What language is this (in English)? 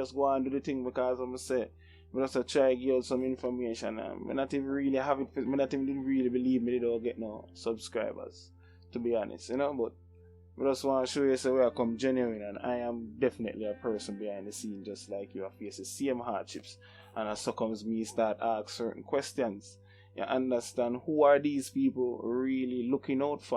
Jamaican Creole English